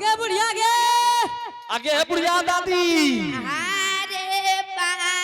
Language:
Angika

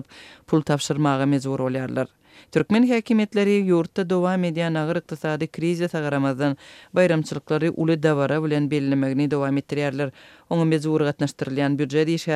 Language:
Turkmen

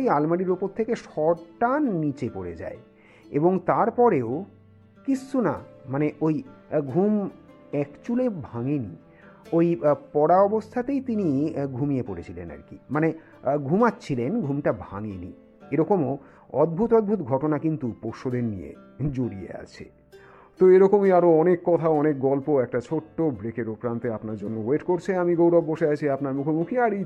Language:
Bangla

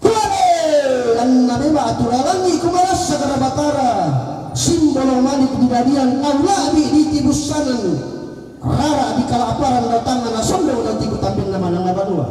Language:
Toraja-Sa'dan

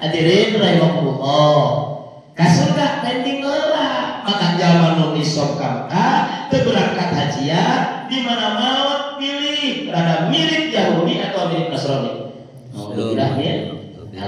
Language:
Sundanese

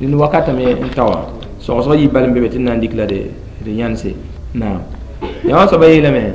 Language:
Mossi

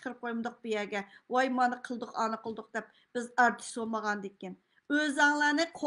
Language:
Uyghur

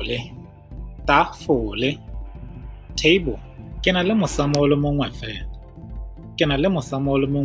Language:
Tswana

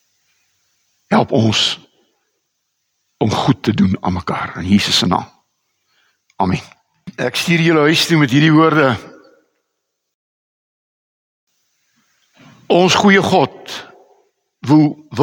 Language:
Afrikaans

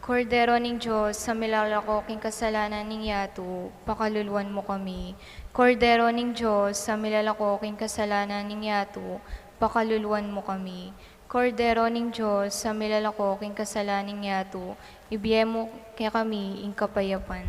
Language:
Pampanga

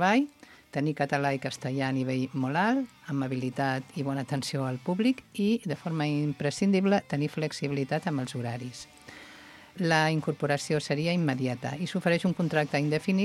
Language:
Catalan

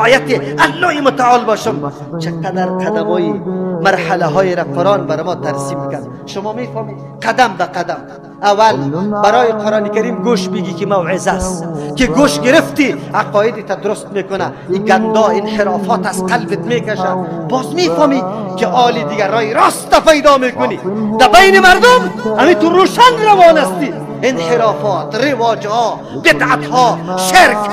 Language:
Persian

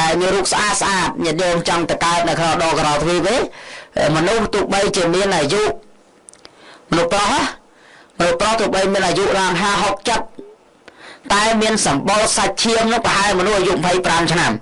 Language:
Khmer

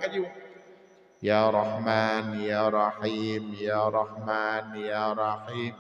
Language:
Achinese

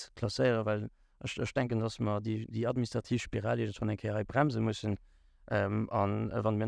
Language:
Luxembourgish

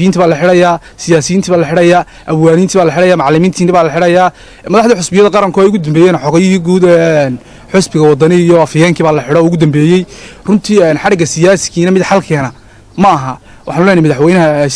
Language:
Somali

